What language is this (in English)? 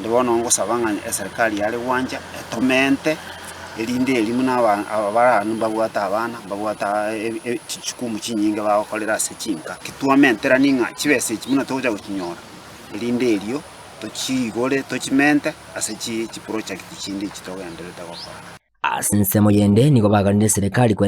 Gusii